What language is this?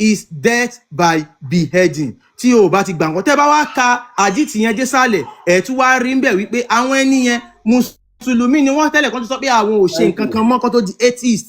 Yoruba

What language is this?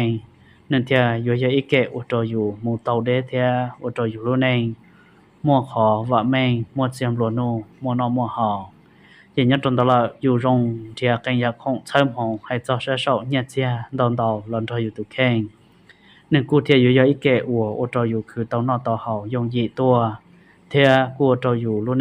Hmong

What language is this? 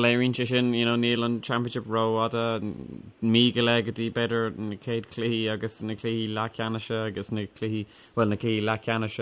Irish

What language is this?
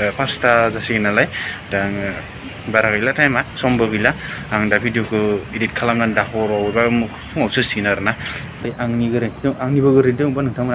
Bodo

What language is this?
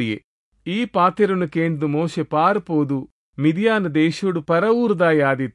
Tulu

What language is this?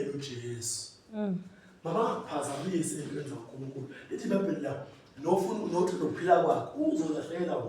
Zulu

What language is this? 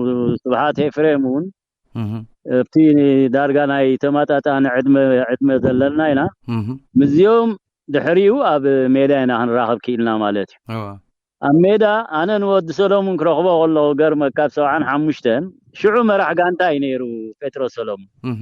Tigrinya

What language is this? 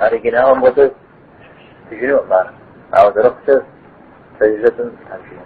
Kabardian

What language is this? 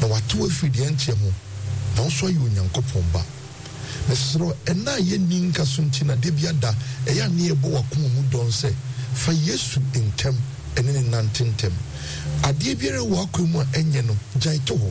Akan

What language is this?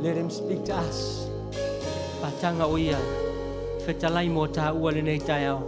Samoan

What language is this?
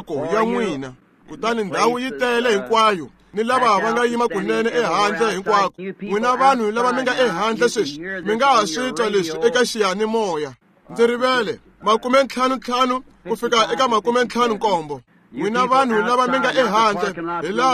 Tsonga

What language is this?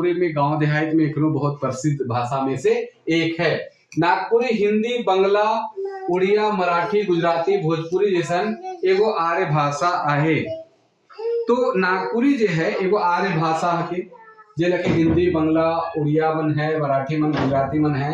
Sadri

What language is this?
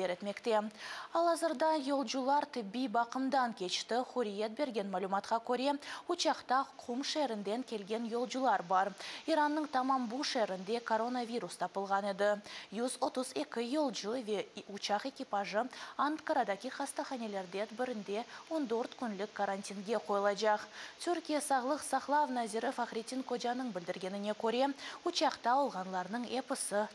Crimean Tatar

